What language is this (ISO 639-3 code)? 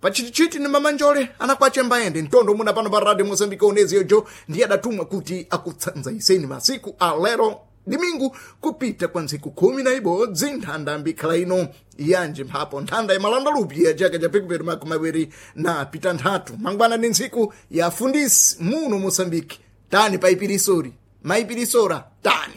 seh